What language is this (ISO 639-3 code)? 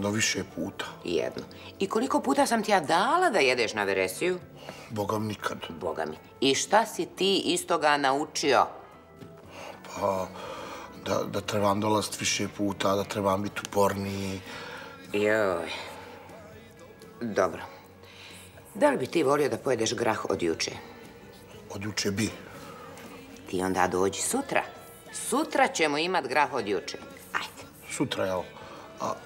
bos